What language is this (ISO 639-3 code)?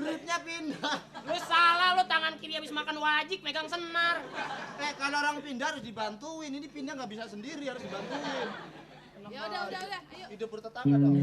bew